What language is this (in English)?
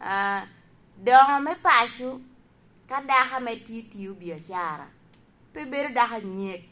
Lango (Uganda)